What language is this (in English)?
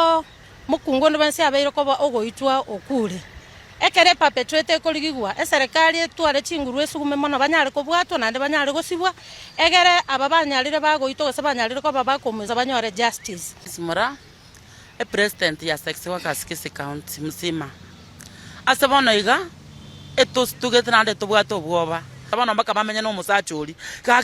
Gusii